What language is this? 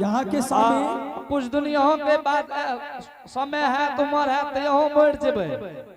Angika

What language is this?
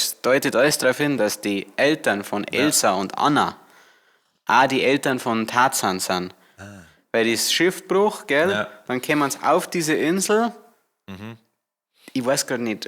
Bavarian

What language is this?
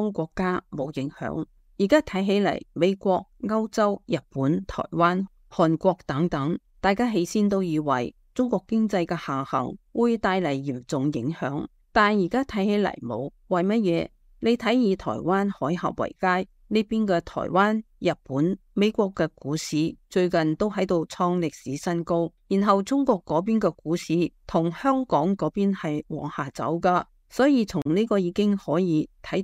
Cantonese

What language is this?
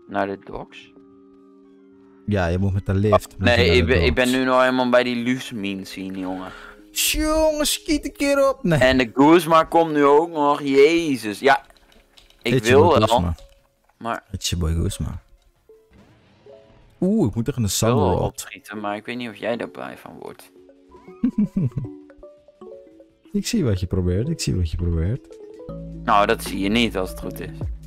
Dutch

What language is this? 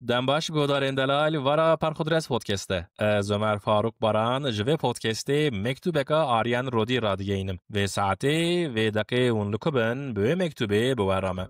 Kurdish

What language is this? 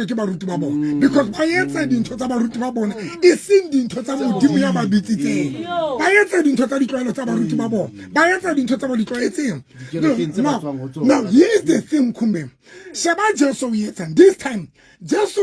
Southern Sotho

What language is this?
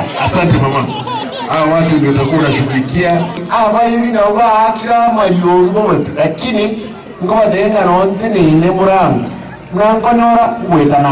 Gusii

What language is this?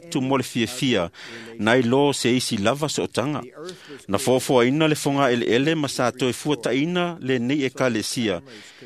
Samoan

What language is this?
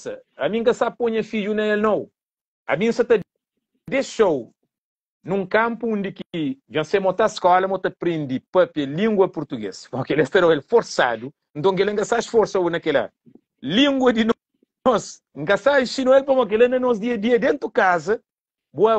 Kabuverdianu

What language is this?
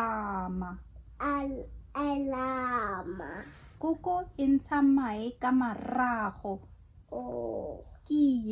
Tswana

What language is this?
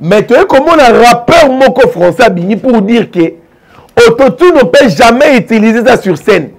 Lingala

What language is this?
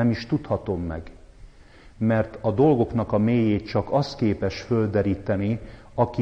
Hungarian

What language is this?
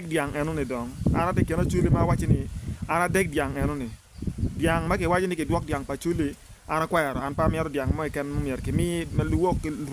Acoli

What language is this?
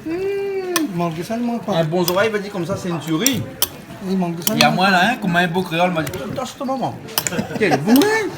Réunion Creole French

